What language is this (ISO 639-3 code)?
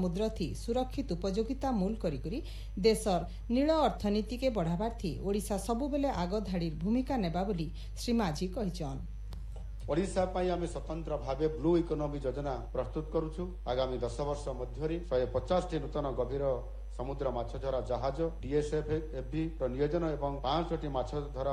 ori